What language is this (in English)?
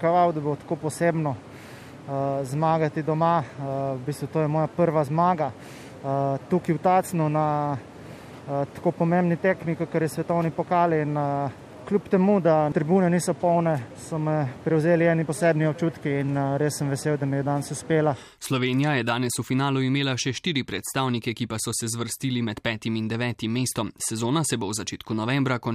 Slovenian